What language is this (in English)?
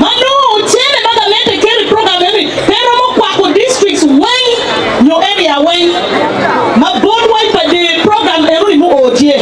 Acoli